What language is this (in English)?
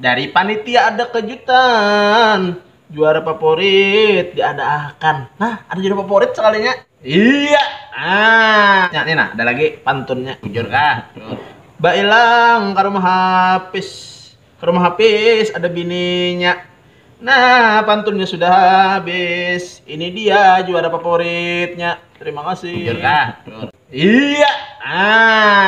Banjar